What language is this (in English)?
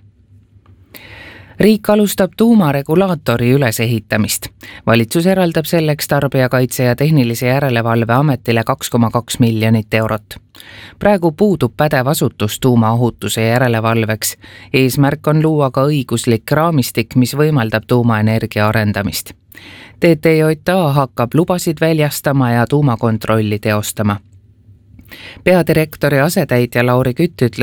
Estonian